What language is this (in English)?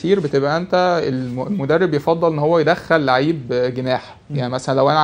Egyptian Arabic